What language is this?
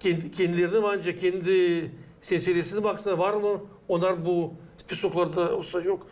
Gagauz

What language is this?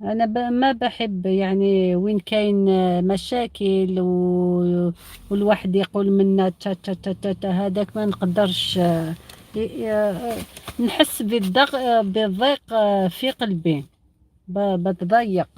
Algerian Arabic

